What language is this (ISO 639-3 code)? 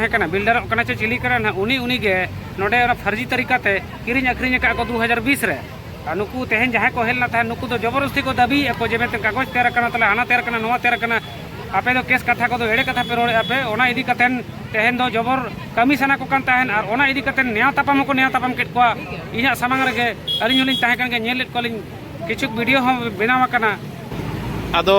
sat